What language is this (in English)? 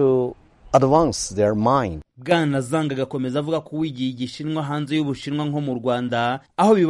Kinyarwanda